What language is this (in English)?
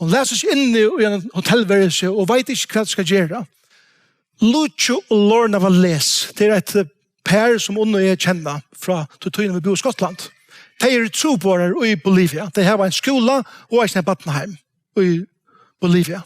Faroese